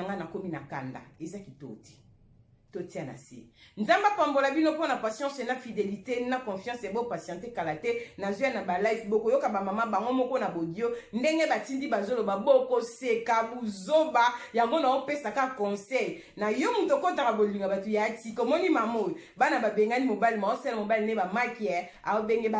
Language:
Lingala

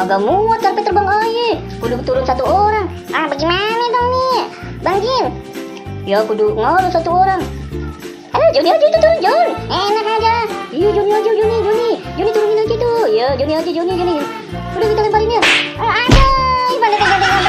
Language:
Betawi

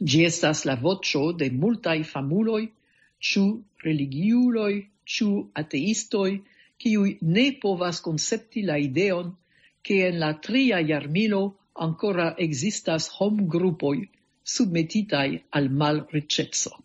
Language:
Esperanto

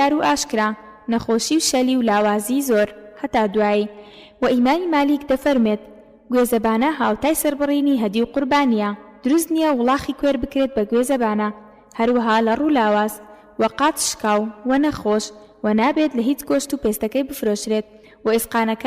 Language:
Central Kurdish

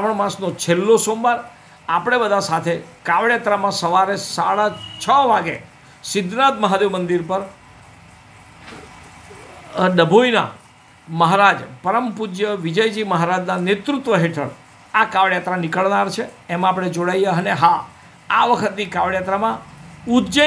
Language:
Gujarati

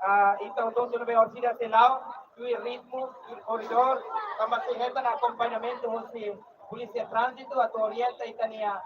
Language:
Tetum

